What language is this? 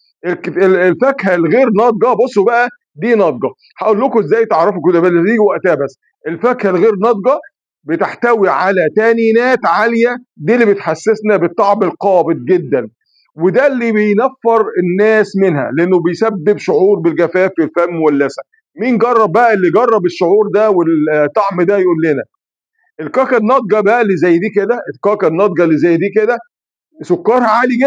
Egyptian Arabic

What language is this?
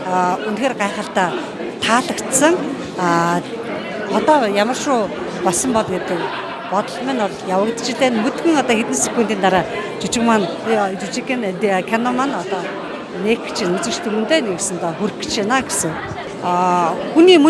Mongolian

